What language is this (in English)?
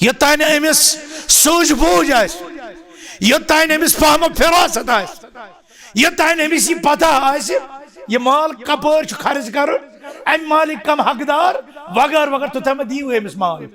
Kashmiri